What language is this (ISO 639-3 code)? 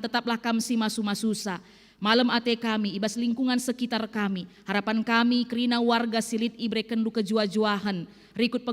btx